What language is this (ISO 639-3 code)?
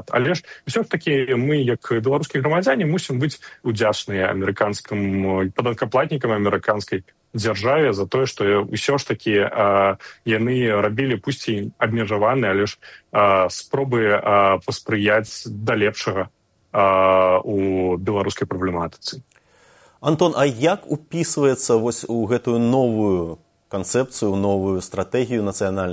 bel